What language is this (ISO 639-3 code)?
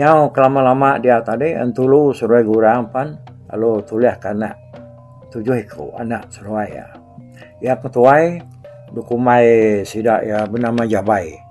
iba